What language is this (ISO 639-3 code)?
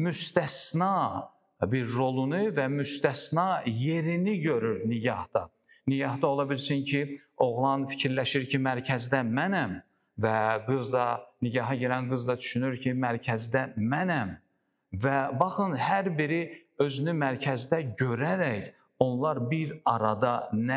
aze